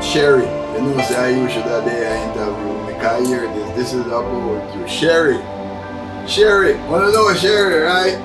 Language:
Jamaican Creole English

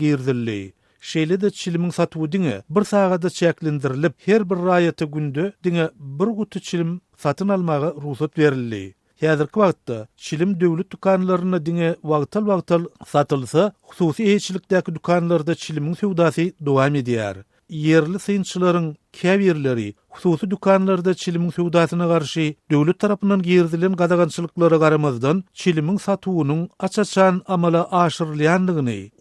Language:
Turkmen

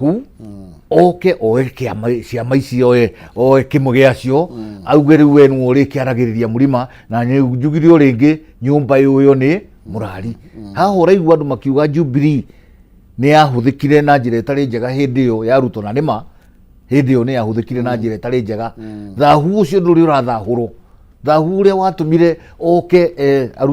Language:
Kikuyu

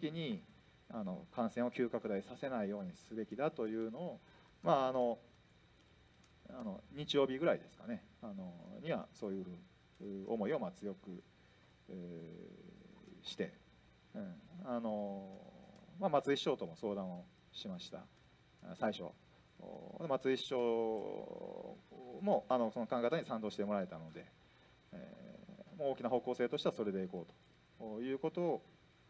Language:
Japanese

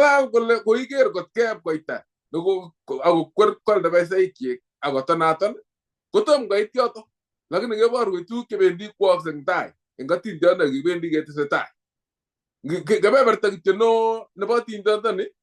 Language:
Kalenjin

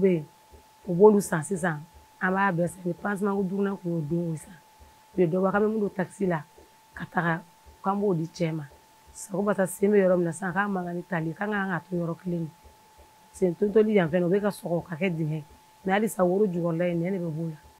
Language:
Bambara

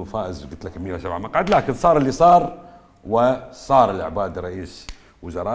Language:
Mesopotamian Arabic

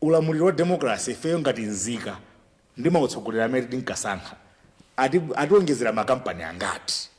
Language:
Nyanja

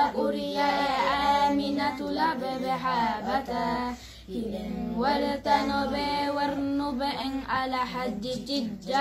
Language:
Pular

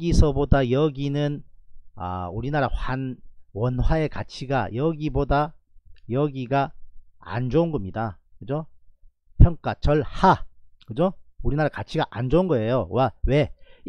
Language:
Korean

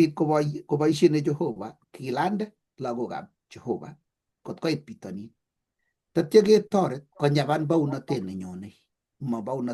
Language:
Kalenjin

